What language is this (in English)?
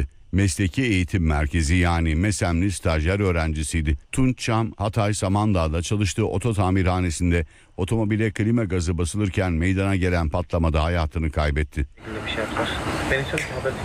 Turkish